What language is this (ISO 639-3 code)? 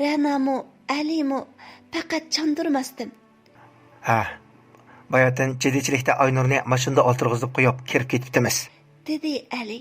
uig